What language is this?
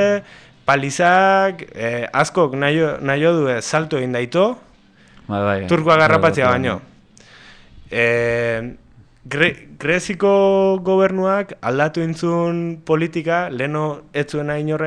Basque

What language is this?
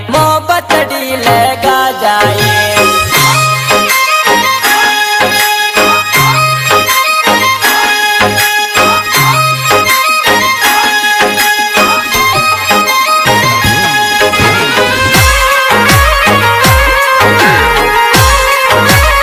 Bhojpuri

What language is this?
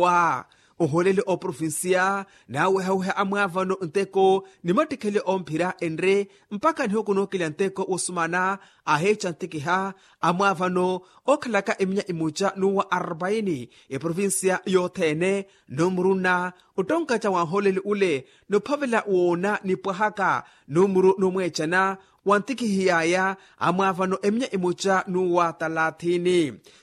Makhuwa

